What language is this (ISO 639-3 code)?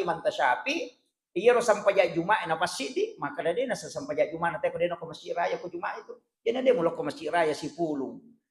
bug